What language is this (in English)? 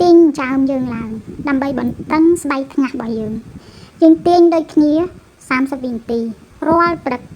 Khmer